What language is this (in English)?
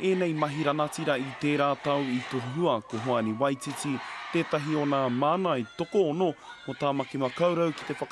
Māori